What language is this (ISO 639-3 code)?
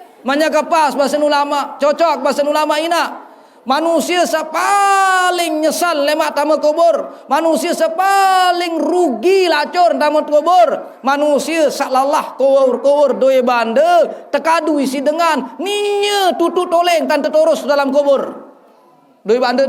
sas